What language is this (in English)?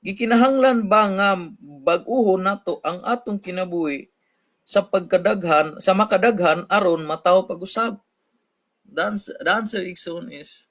Cebuano